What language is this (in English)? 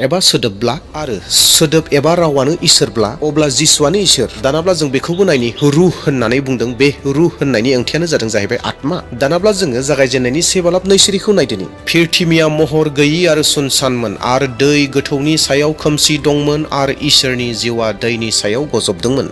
Bodo